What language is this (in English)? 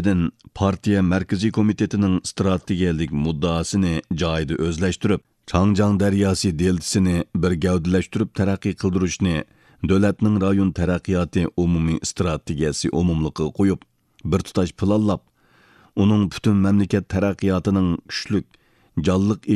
Uyghur